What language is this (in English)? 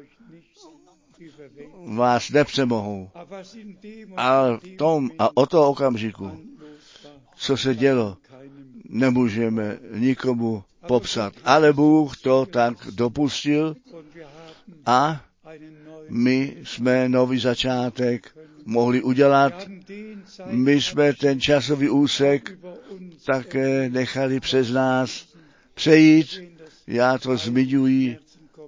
Czech